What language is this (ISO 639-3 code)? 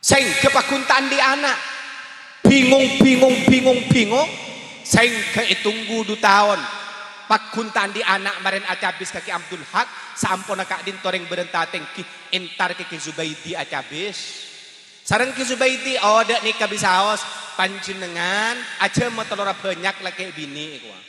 mad